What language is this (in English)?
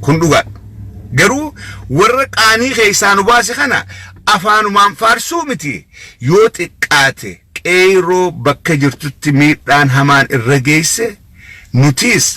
Oromo